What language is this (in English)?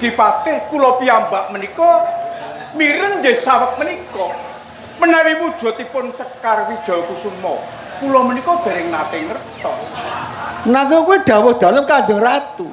Javanese